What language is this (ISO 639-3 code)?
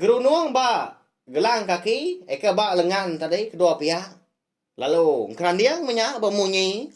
iba